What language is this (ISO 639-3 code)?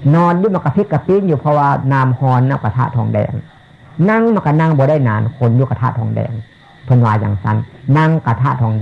tts